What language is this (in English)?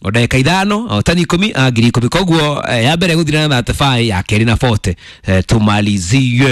Kikuyu